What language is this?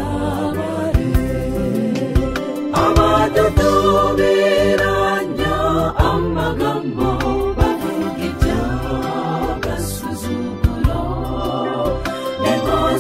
Kinyarwanda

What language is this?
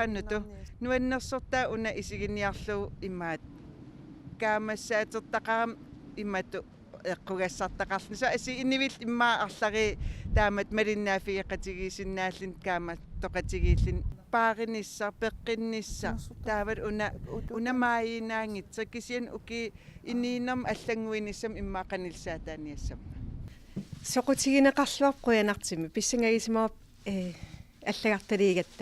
Kalaallisut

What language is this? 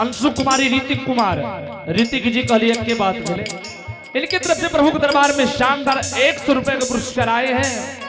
Angika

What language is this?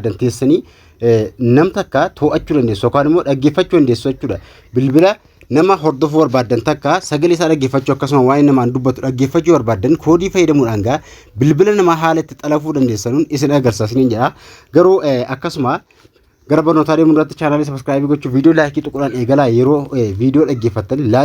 Oromo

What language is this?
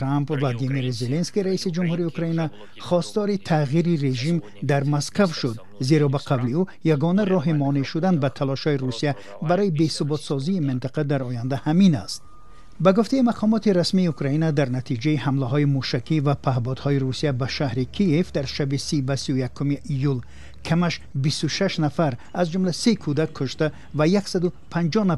Tajik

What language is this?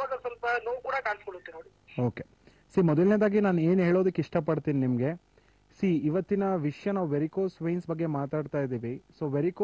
Kannada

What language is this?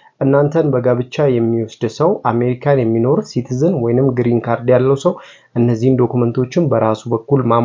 Amharic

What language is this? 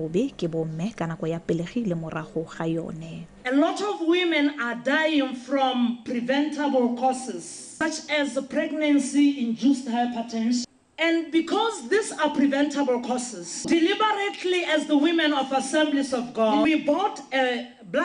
Tswana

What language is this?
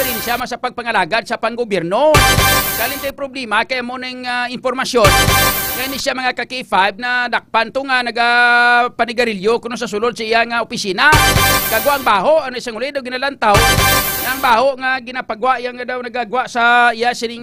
Hiligaynon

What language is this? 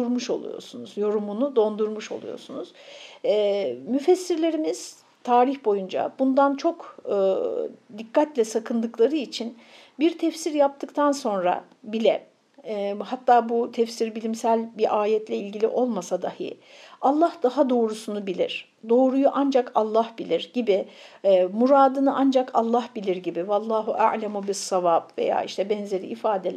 Turkish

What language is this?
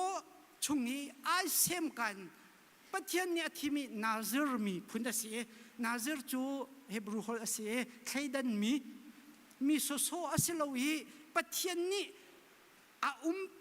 Hakha Chin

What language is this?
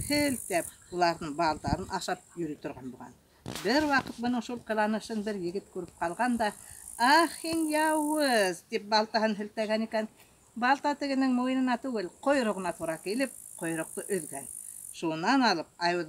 Bashkir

